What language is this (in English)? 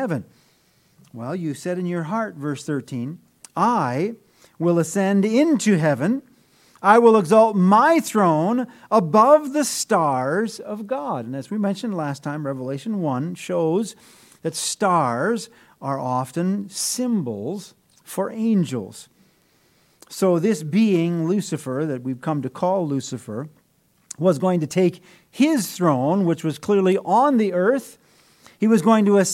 English